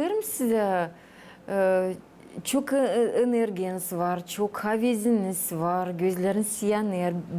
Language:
Gagauz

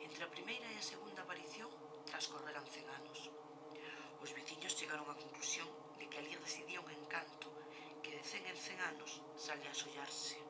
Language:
Galician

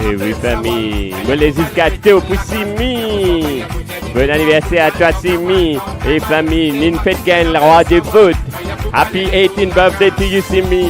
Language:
Morisyen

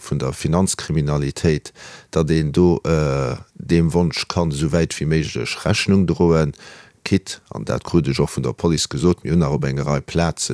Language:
Luxembourgish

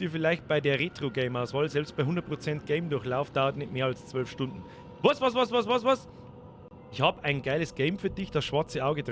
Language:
Bavarian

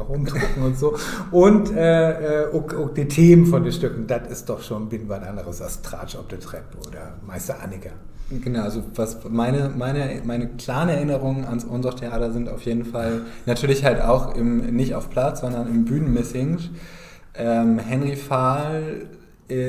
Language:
Low German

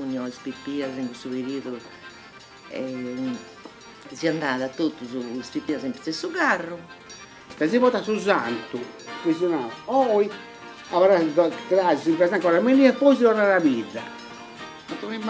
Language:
Sardinian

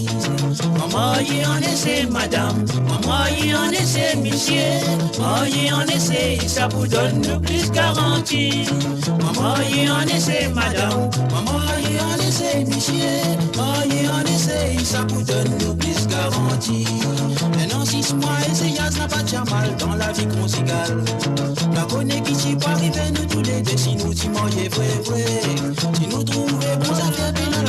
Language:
Morisyen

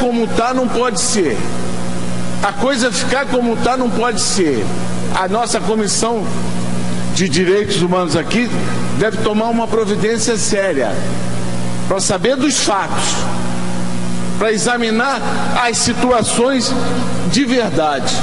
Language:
Portuguese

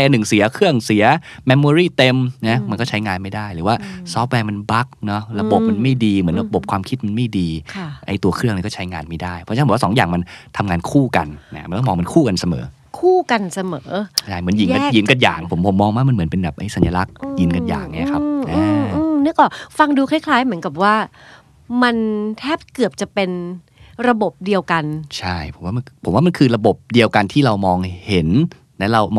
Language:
Thai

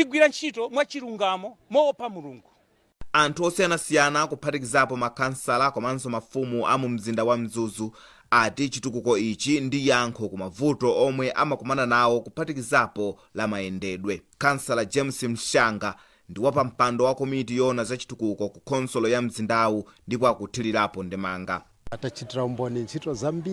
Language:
Nyanja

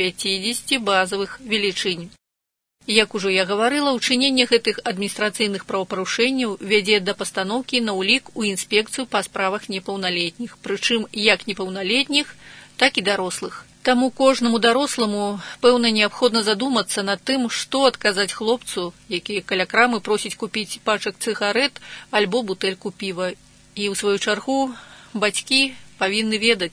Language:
Belarusian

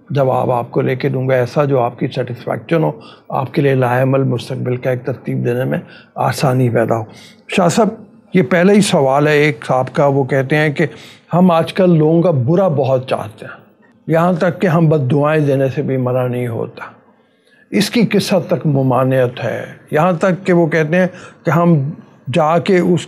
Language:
Urdu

